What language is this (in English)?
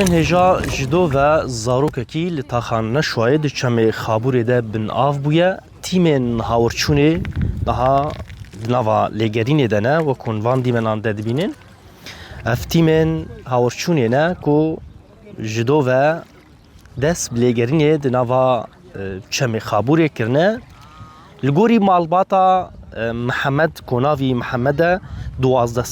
Kurdish